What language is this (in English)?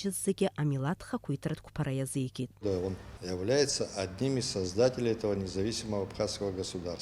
Abkhazian